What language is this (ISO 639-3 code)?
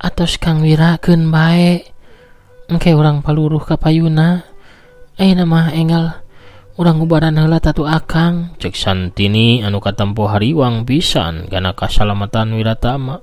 sun